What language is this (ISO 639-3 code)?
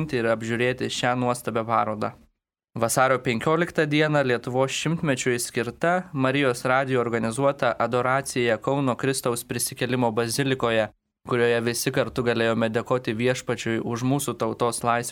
lit